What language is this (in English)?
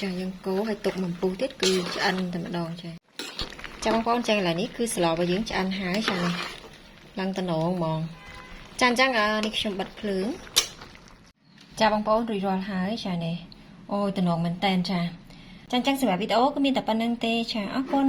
Khmer